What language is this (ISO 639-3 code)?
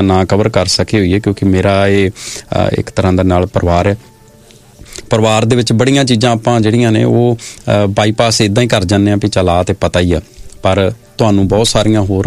pan